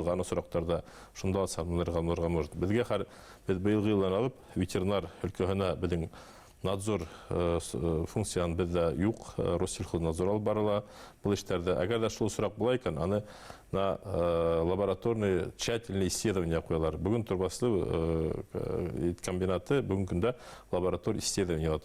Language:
Bashkir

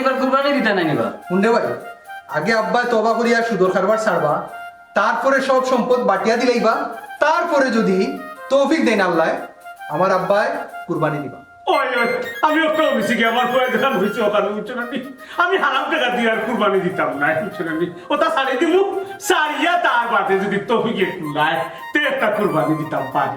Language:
Sylheti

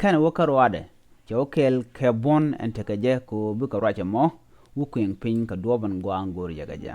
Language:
Nuer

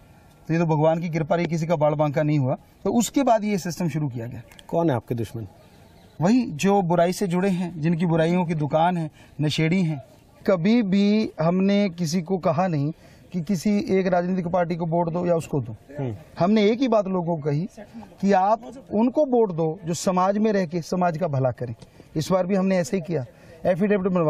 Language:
Hindi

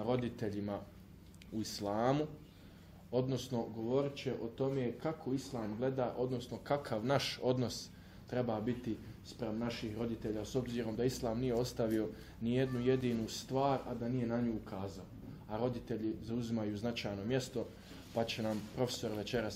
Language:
Bosnian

